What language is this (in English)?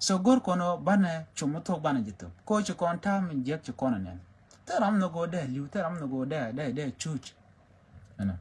Nuer